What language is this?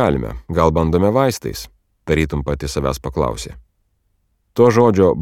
Lithuanian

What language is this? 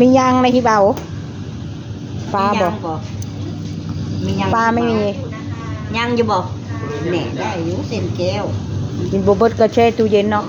Northeastern Thai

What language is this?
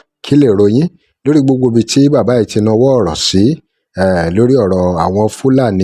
Yoruba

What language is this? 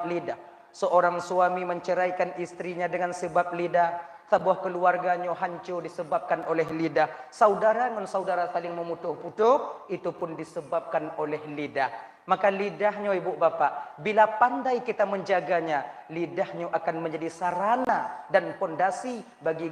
Achinese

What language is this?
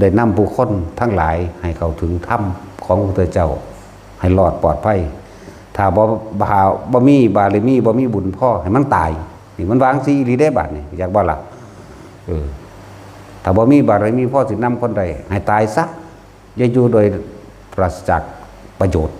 Lao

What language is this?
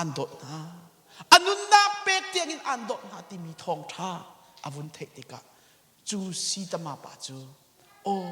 Hakha Chin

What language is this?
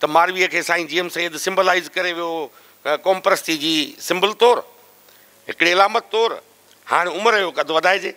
Sindhi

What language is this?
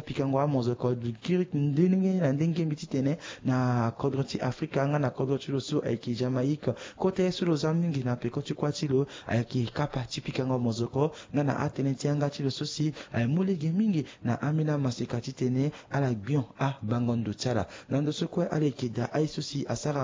Sango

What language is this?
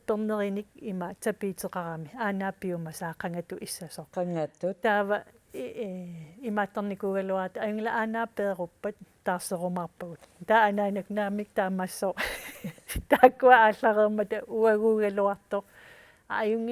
Kalaallisut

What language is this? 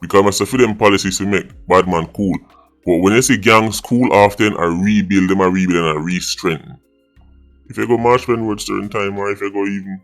Jamaican Creole English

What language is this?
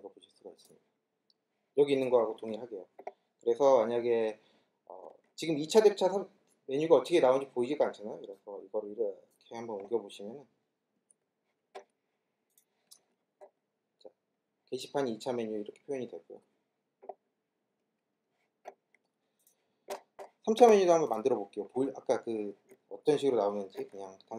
Korean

